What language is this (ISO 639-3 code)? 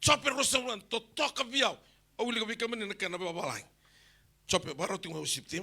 fij